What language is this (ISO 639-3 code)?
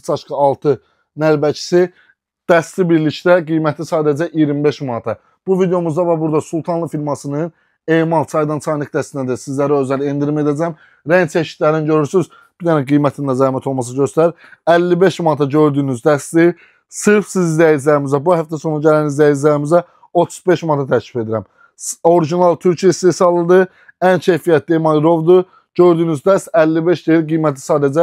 aze